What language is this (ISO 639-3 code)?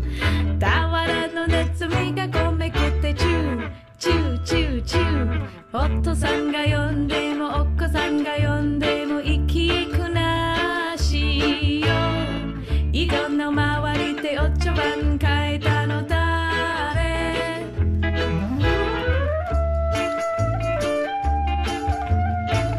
jpn